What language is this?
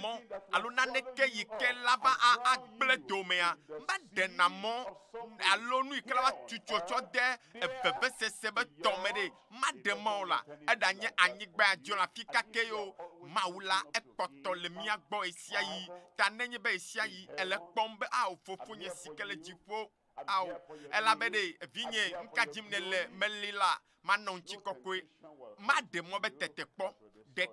Ewe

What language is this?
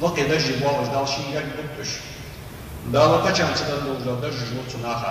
Ingush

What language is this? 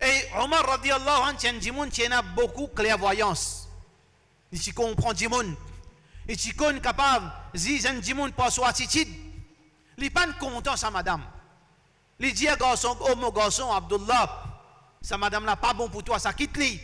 Morisyen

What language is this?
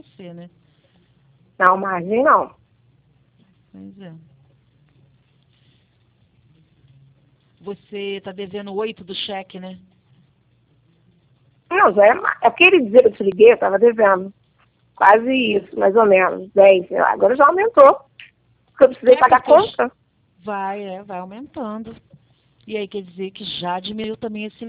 Portuguese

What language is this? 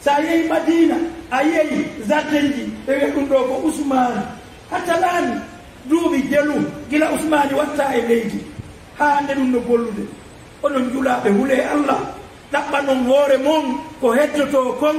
Fula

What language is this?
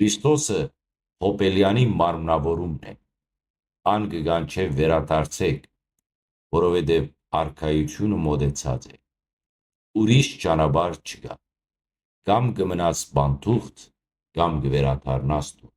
Western Armenian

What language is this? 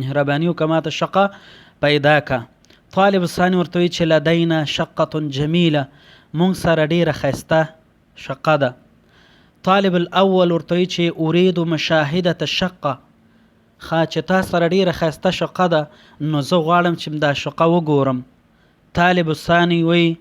Pashto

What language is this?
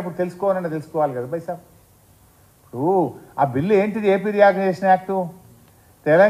Telugu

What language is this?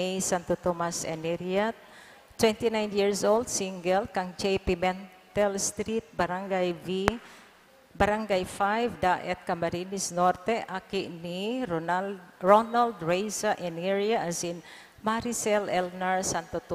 Bikol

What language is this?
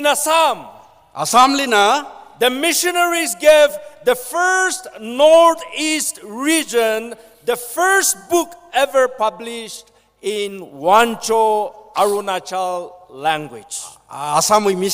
Tangkhul Naga (India)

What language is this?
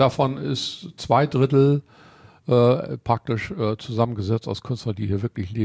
German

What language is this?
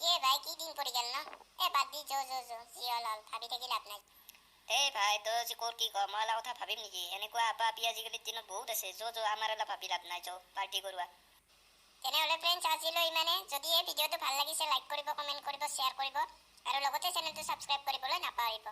Assamese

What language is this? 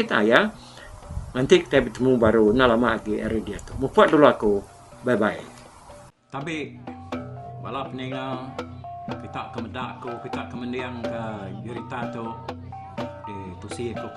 Iban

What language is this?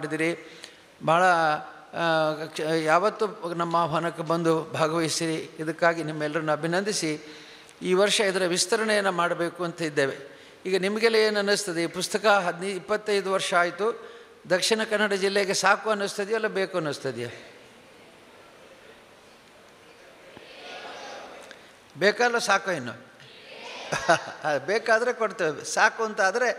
Kannada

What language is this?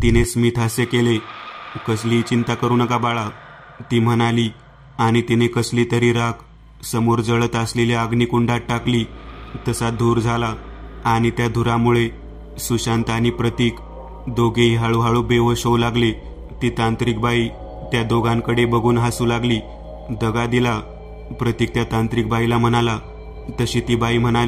Marathi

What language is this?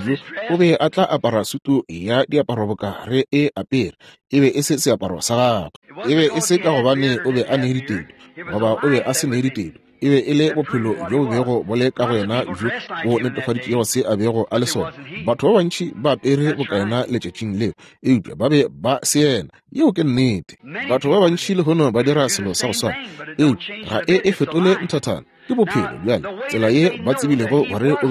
Northern Sotho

